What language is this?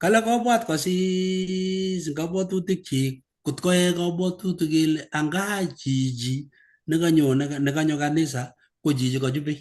Kalenjin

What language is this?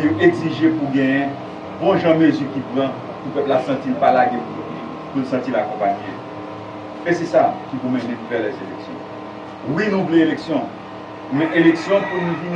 Haitian Creole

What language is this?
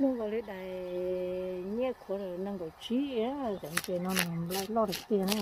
Hmong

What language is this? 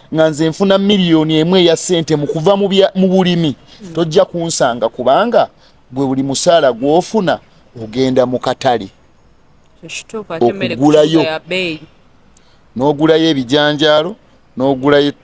Ganda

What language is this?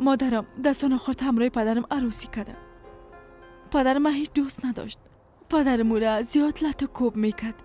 Persian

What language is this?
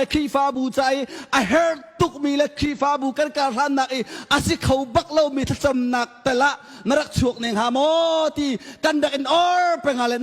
Hakha Chin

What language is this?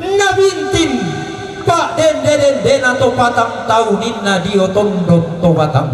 Toraja-Sa'dan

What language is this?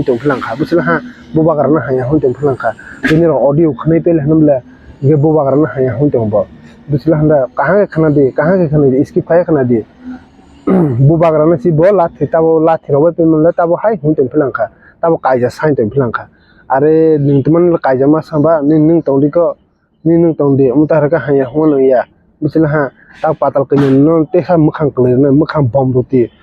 Kok Borok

